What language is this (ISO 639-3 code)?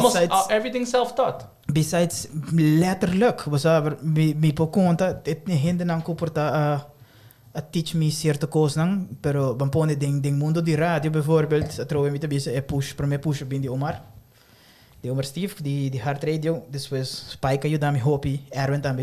pap